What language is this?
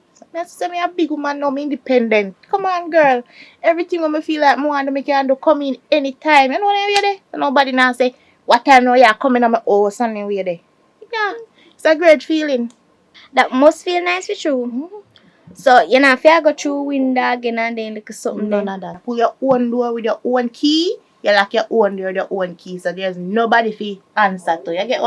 Jamaican Creole English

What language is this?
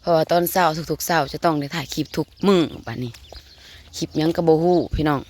Lao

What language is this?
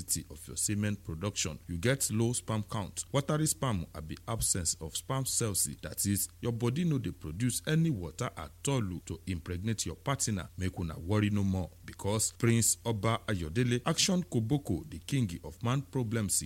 Nigerian Pidgin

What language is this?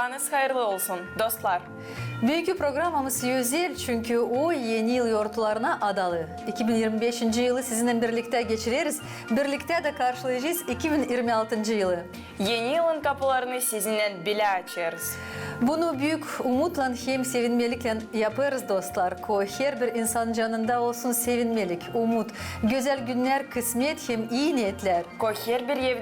Gagauz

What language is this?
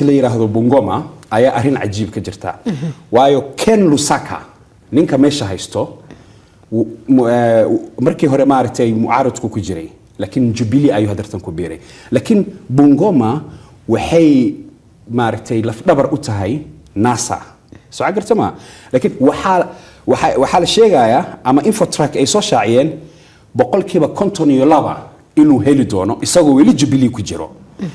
Somali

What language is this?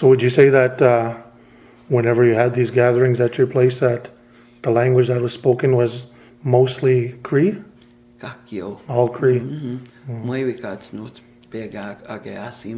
Plains Cree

